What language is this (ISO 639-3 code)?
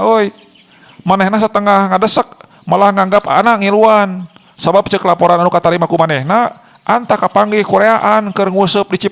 sun